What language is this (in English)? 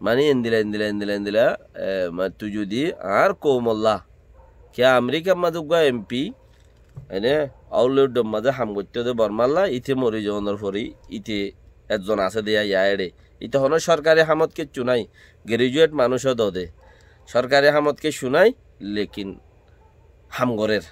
Rohingya